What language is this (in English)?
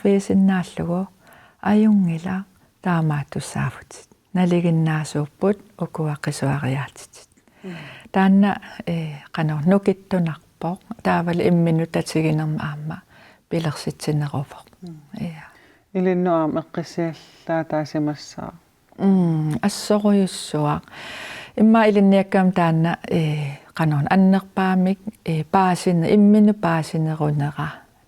Kalaallisut